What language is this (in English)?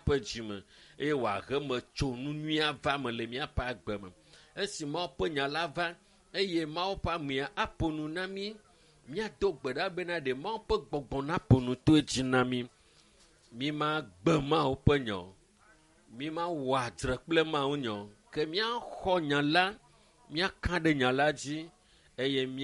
Ewe